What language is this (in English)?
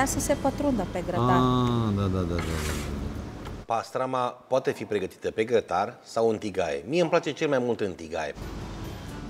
Romanian